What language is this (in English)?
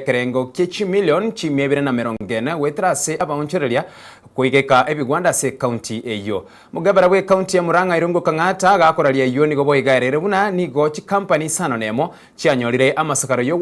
Gusii